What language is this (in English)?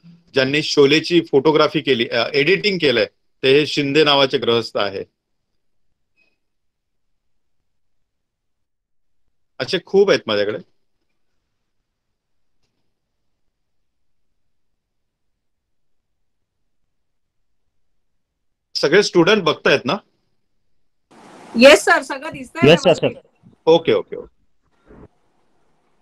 Marathi